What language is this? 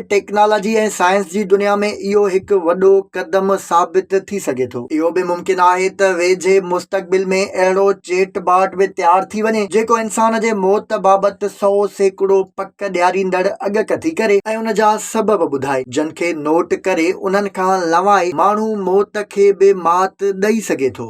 Sindhi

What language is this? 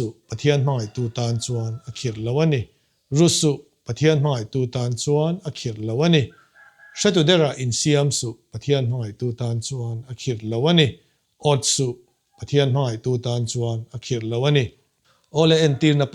Mizo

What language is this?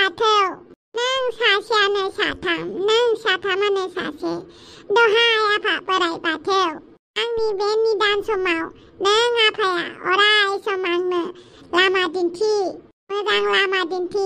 Bodo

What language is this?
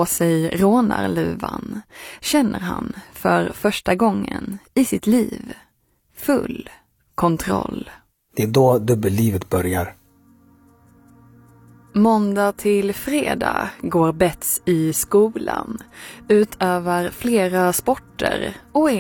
Swedish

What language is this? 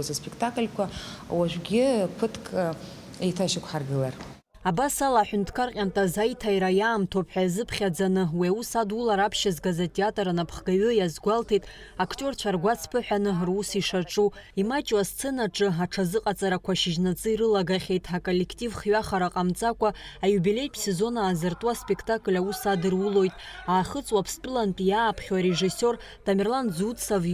Abkhazian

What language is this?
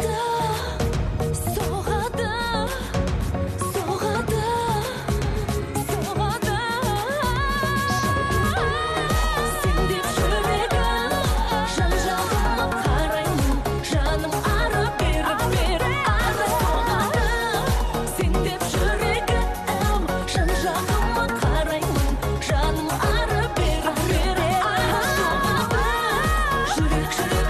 Kazakh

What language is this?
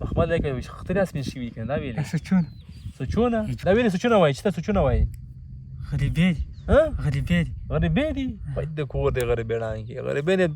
Pashto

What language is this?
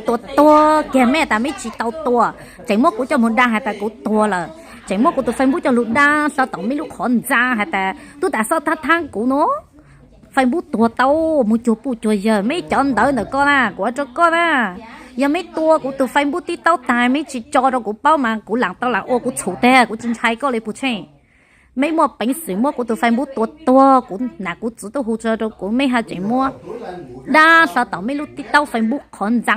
Hmong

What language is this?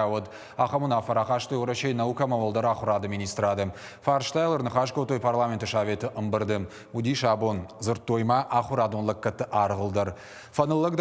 Ossetic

